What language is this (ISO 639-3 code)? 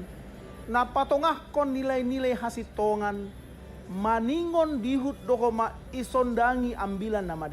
bts